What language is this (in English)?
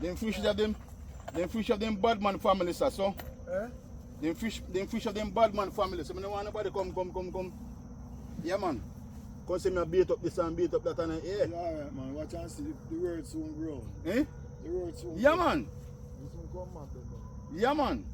Jamaican Creole English